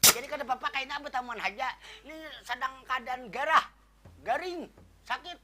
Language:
Banjar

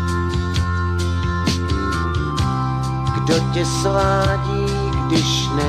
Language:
Czech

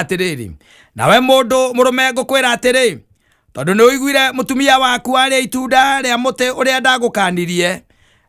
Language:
Kikuyu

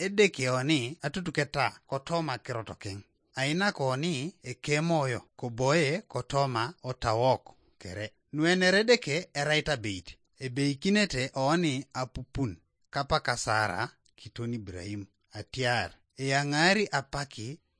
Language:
Teso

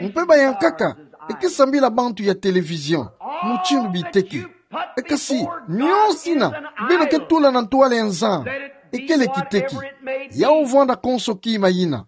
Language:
Kituba (Democratic Republic of Congo)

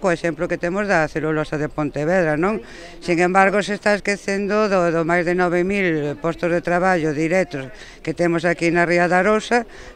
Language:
Galician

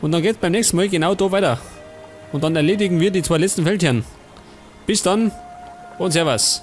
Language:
Bavarian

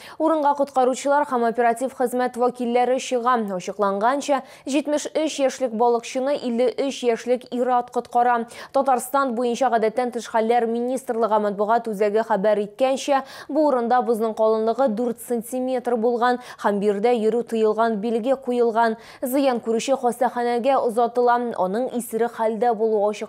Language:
Tatar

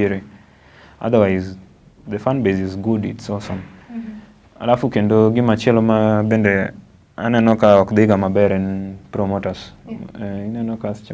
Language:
Luo (Kenya and Tanzania)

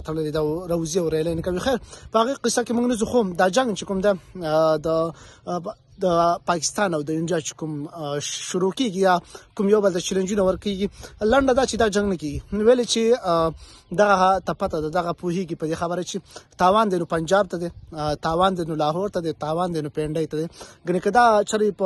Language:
Pashto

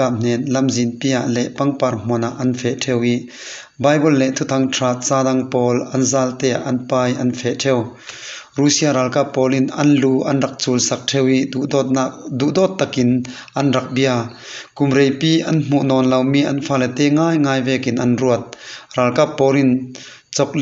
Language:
Falam Chin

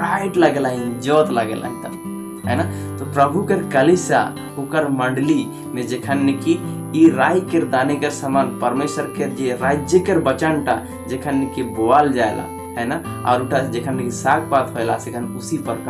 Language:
Sadri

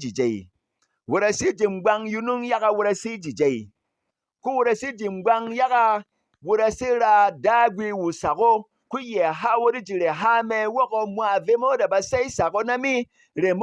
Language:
Berom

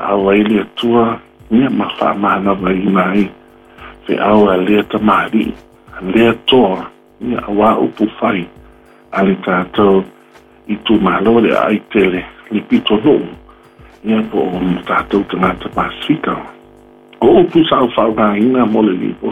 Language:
Samoan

